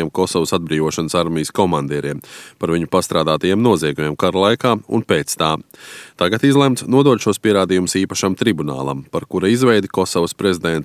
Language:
Latvian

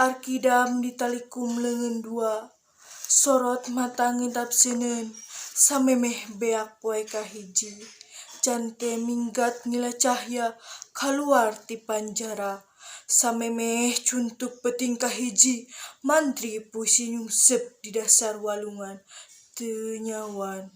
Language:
Sundanese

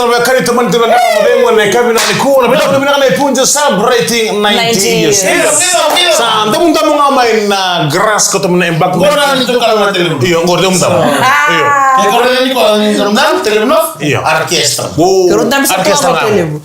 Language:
Fijian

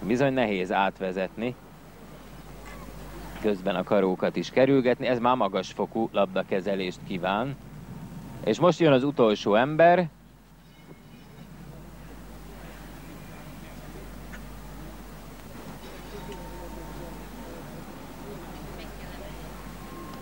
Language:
Hungarian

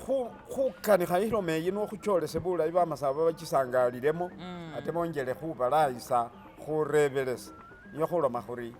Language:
Masaaba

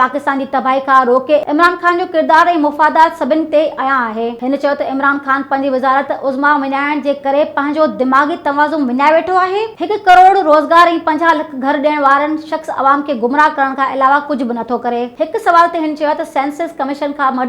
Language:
Sindhi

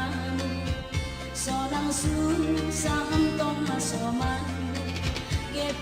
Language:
Batak Simalungun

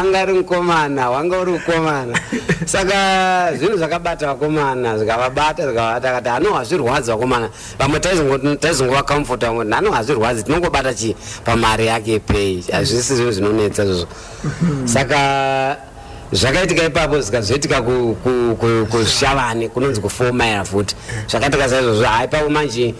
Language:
Shona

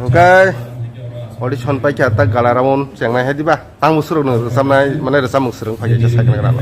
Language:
Kok Borok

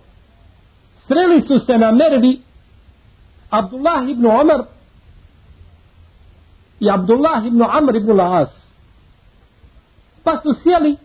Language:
Bosnian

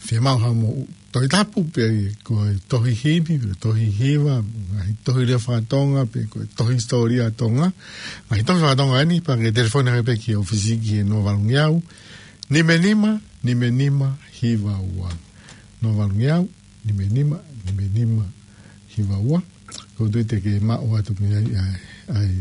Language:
Tongan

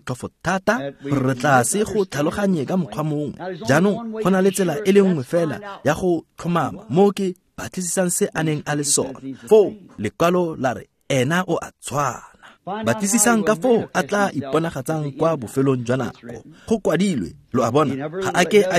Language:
Tswana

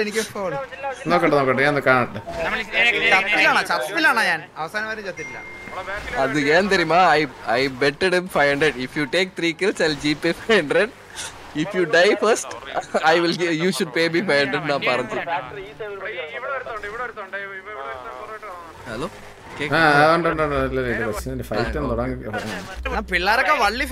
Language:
Malayalam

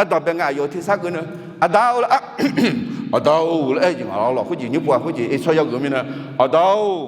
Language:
Akha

